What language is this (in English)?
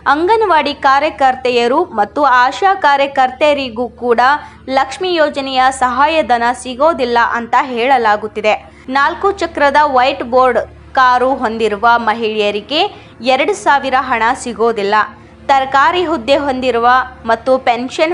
Kannada